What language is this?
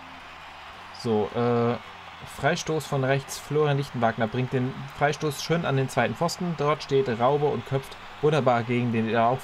German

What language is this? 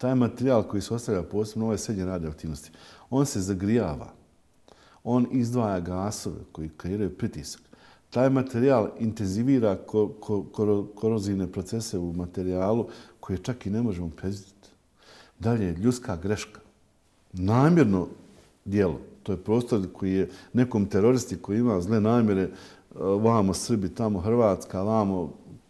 Bosnian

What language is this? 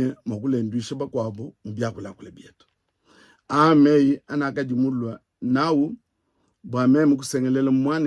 Luba-Lulua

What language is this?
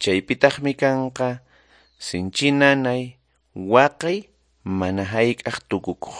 Quechua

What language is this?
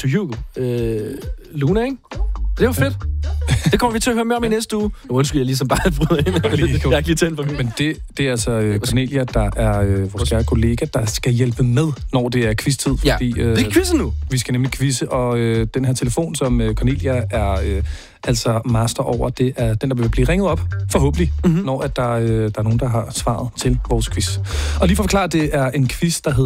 Danish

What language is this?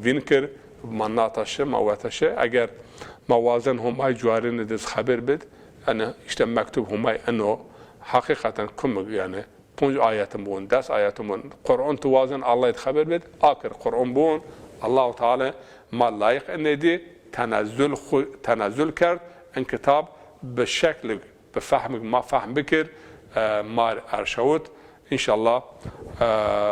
Zaza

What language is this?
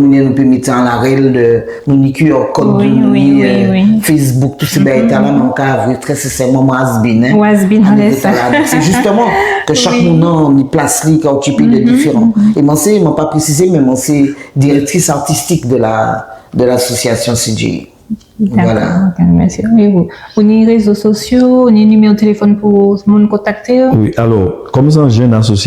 Guadeloupean Creole French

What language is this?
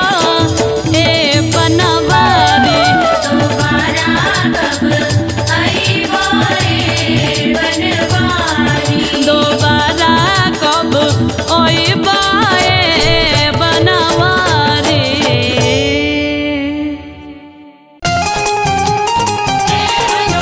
Bhojpuri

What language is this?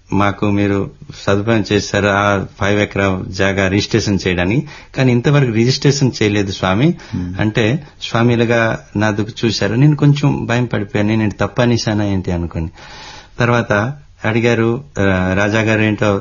Telugu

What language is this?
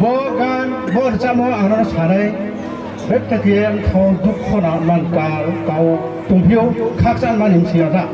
Riang (India)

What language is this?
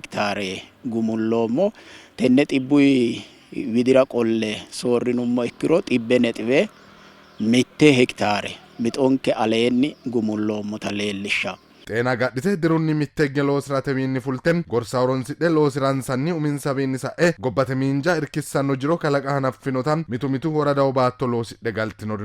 Sidamo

